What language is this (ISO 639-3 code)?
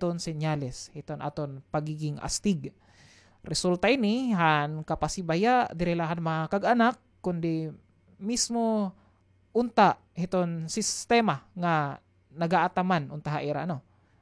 war